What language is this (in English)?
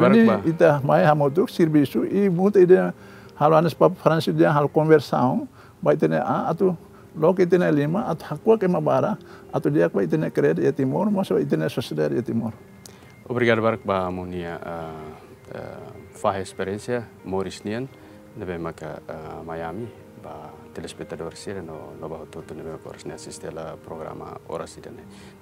Tetum